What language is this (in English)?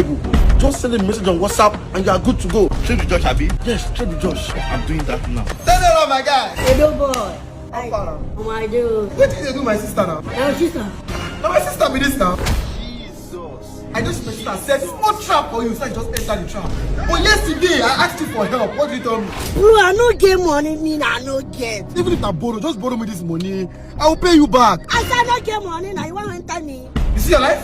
Nigerian Pidgin